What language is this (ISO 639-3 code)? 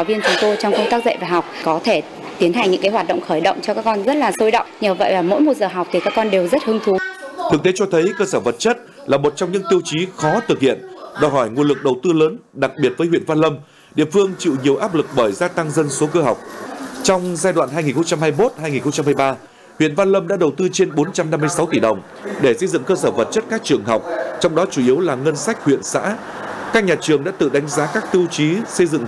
vie